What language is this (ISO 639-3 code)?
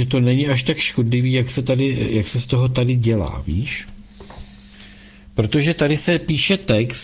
ces